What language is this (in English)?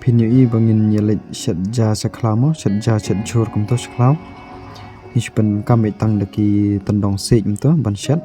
Khasi